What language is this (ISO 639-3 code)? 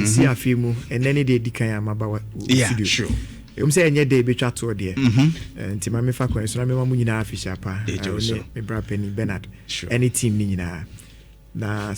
aka